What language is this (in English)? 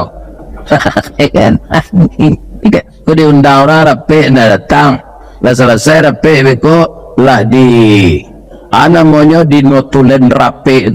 Minangkabau